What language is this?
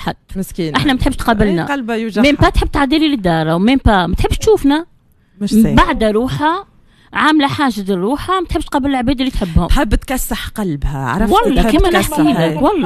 Tunisian Arabic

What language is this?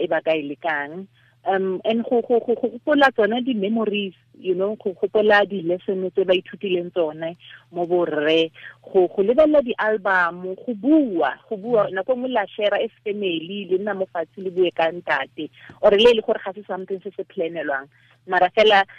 Tswana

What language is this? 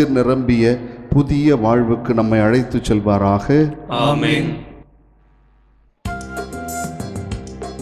Tamil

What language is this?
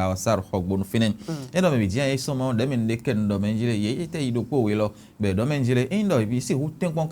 Fon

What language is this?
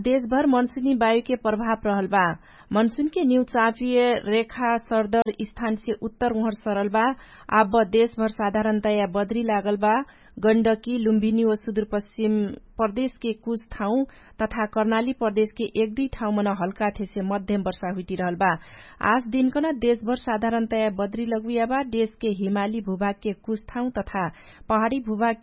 Dangaura Tharu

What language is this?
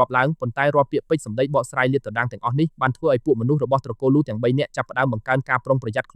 Khmer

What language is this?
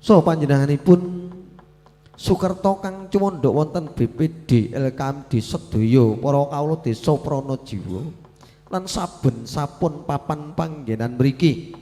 Javanese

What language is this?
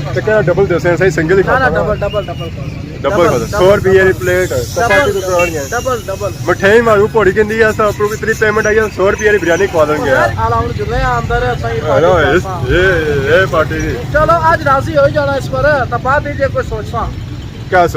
Pahari-Potwari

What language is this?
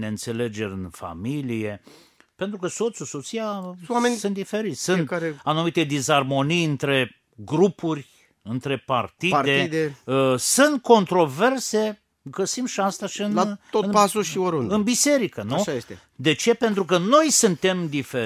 Romanian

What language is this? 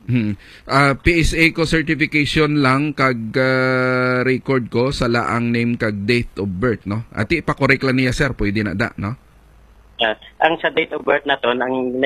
Hiligaynon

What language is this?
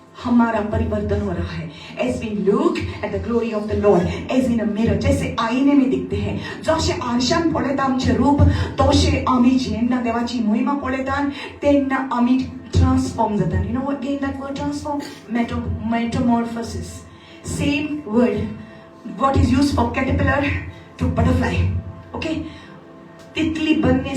Konkani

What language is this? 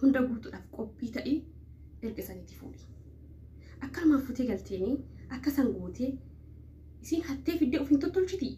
Oromo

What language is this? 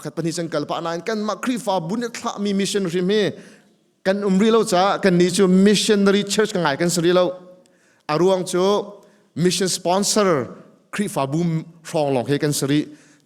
Hakha Chin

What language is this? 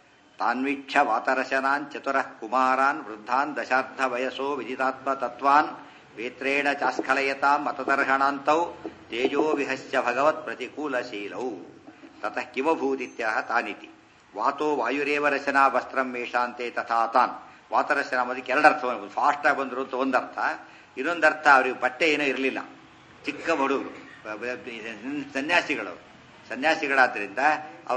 Kannada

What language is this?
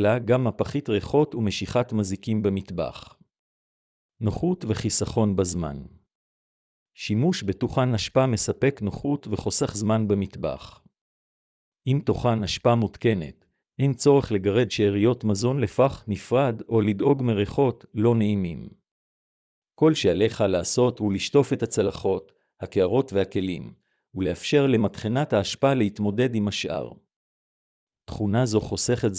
Hebrew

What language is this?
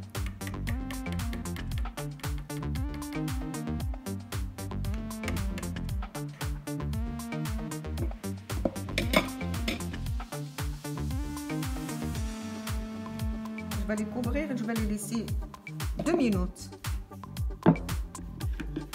French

